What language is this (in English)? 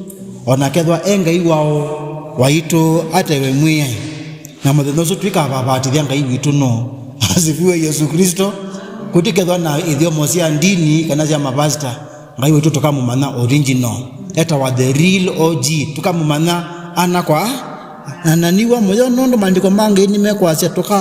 Kamba